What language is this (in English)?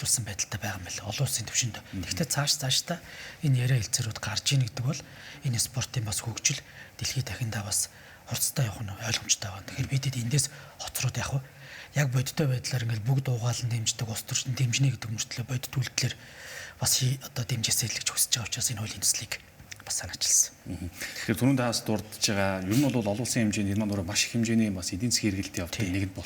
Mongolian